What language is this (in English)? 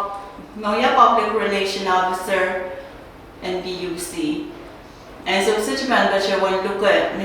Pohnpeian